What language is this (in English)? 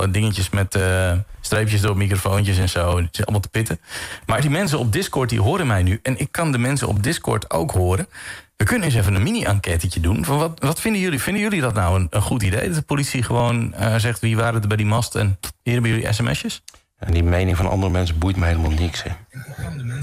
Dutch